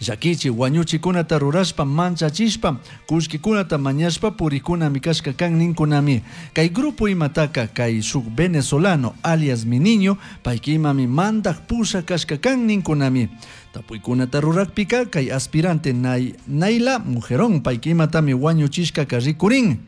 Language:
Chimborazo Highland Quichua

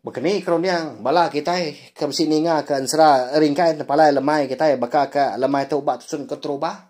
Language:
Iban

